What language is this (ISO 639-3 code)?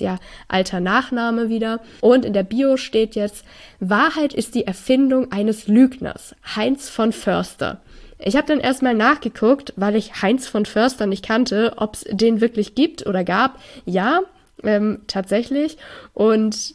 deu